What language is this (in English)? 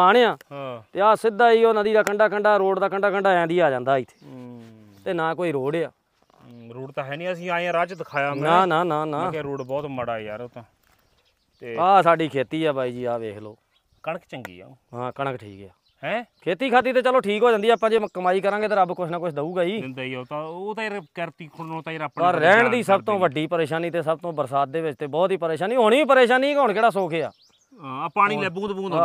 Punjabi